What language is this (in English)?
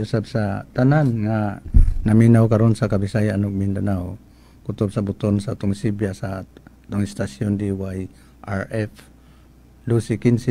Cebuano